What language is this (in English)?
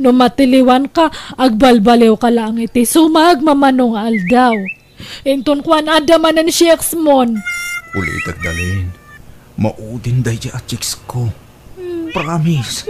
Iloko